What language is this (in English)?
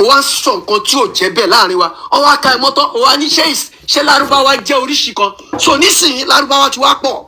Yoruba